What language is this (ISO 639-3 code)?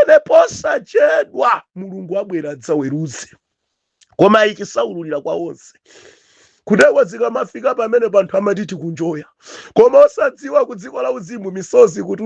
nya